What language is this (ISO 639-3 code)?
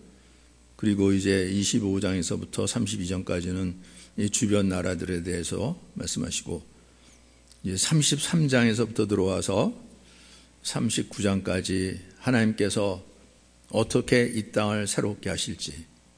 kor